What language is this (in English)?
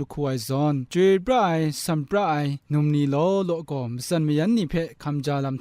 Kachin